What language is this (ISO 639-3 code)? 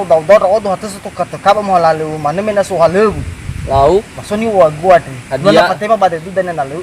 nia